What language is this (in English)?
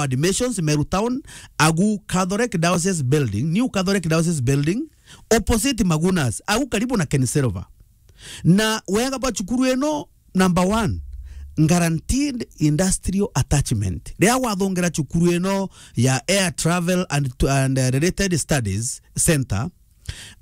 Meru